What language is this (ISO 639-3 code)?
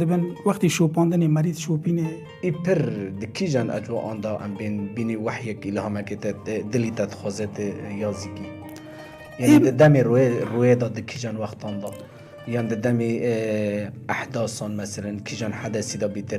kur